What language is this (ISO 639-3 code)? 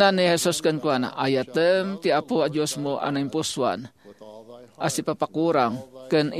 ilo